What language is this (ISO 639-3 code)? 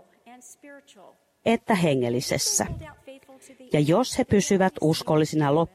fin